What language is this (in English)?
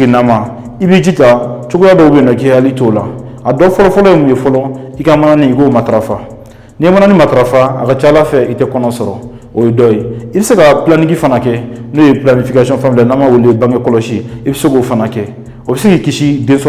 Bambara